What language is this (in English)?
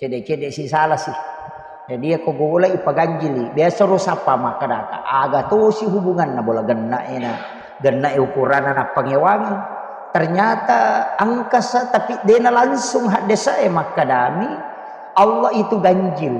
Buginese